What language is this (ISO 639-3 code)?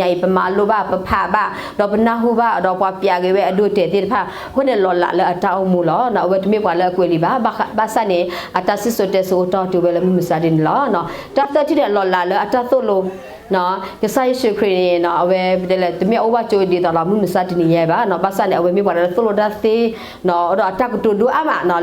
ksw